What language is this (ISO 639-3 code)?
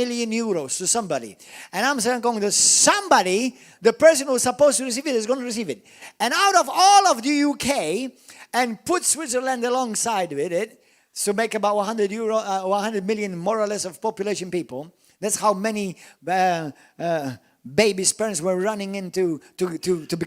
eng